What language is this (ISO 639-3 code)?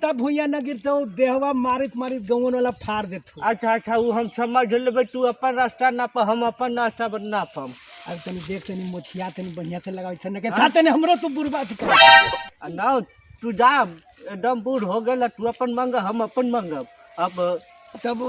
mag